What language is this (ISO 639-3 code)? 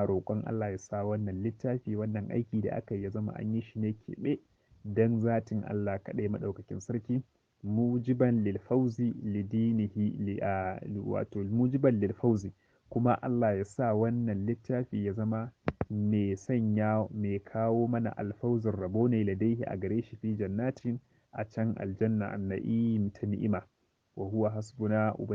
hau